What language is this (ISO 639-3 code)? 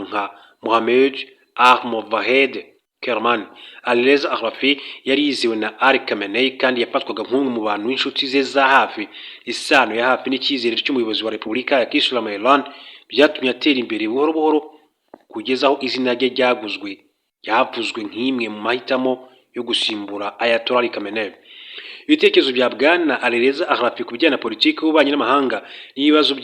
kin